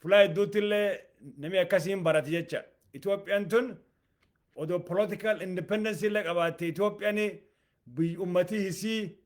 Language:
Oromo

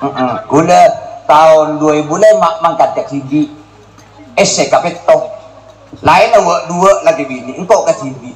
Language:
Madurese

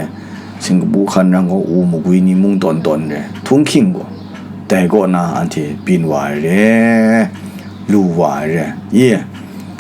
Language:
Kachin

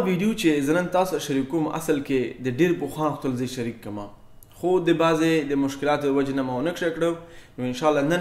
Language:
Pashto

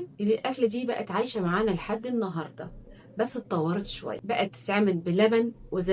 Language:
Egyptian Arabic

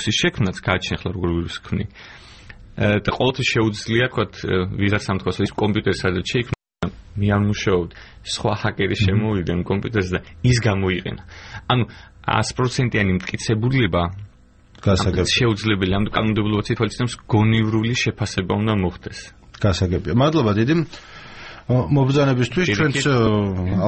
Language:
Georgian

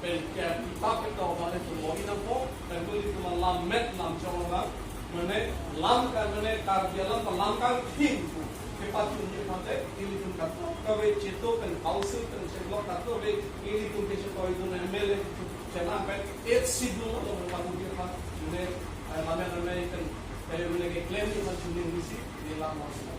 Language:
Karbi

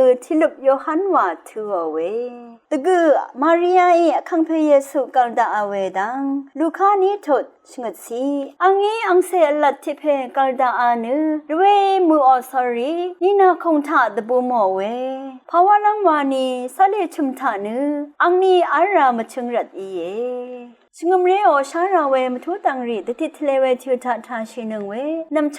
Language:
Rawang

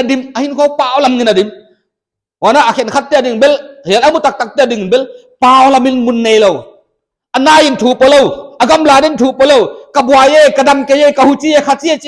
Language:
Paite Chin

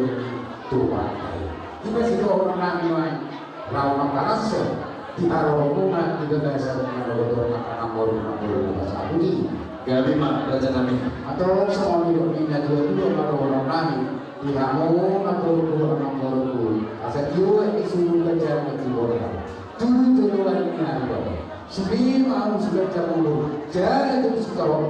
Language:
Batak Toba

